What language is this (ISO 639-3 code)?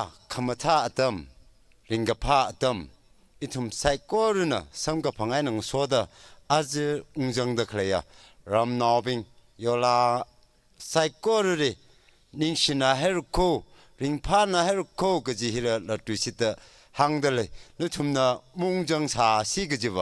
nmf